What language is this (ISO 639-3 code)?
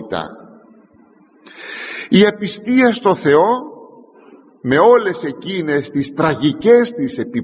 ell